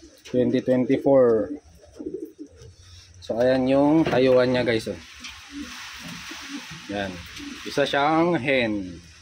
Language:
Filipino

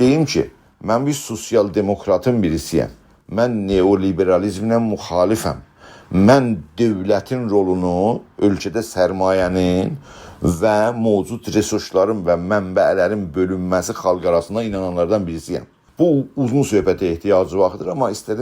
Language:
South Azerbaijani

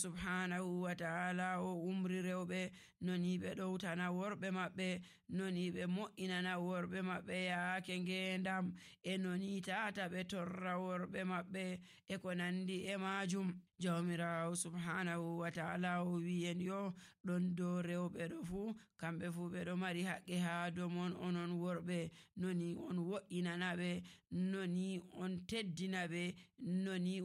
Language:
Nigerian Fulfulde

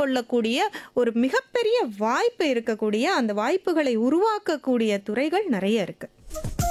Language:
Tamil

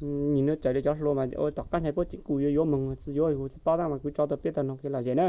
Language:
Hmong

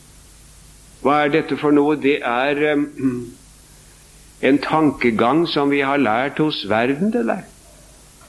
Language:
Norwegian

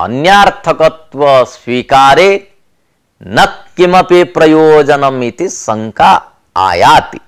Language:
Sanskrit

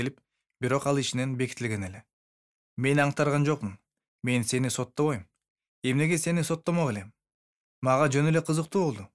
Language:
Kyrgyz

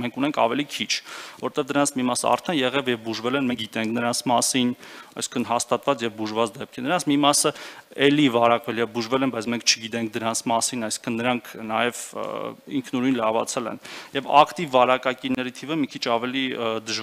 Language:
Armenian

